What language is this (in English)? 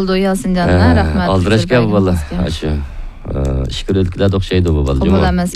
Uyghur